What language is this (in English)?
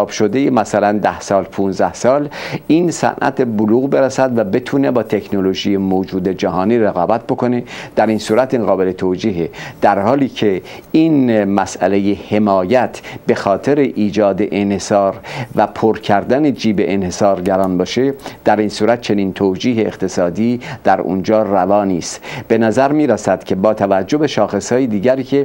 Persian